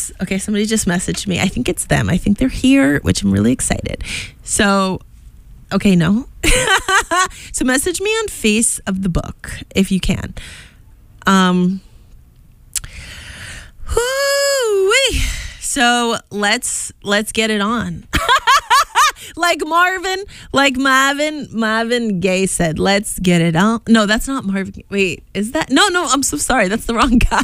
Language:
English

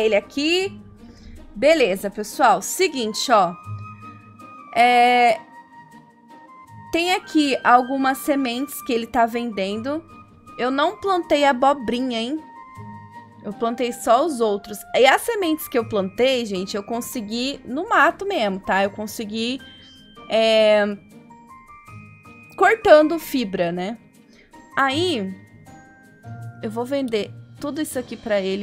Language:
Portuguese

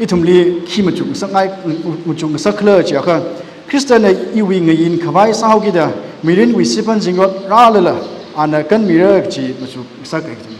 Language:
Tangkhul Naga (India)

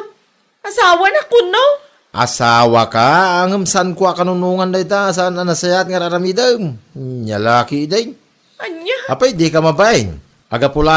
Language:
Iloko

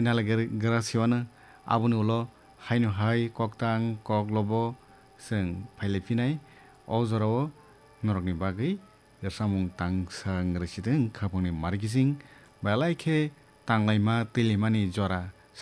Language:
Kok Borok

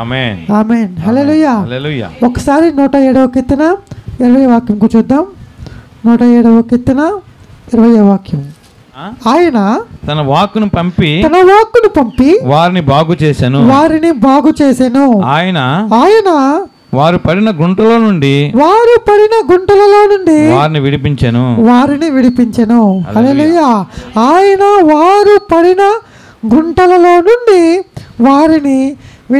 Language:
Telugu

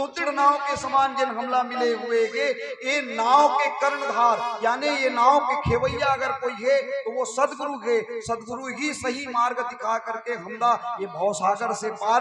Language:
Chhattisgarhi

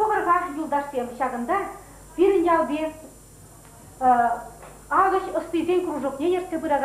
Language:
Chuvash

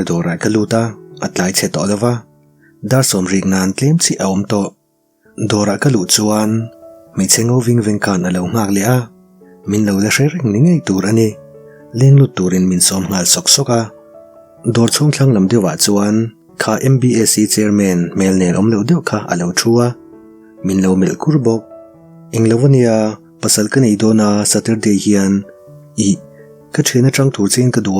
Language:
Mizo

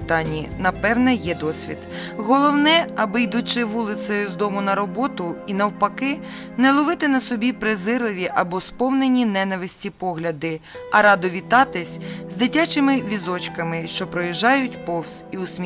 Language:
Ukrainian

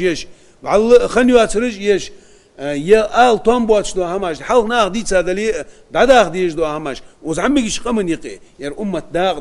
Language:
Ingush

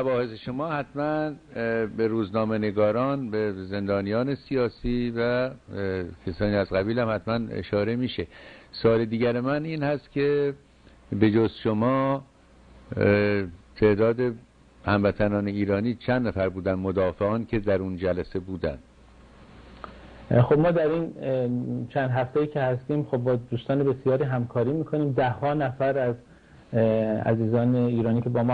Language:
Persian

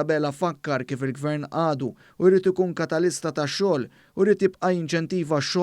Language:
Maltese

